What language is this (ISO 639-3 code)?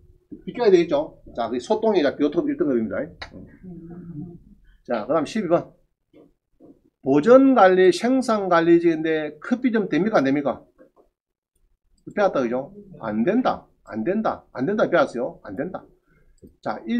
kor